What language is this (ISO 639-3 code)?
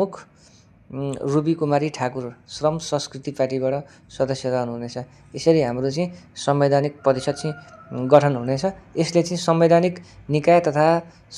nep